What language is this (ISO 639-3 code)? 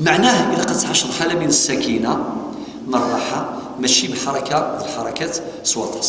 kab